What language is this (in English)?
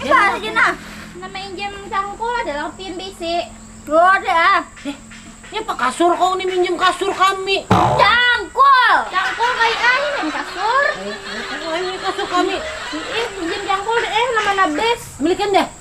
Banjar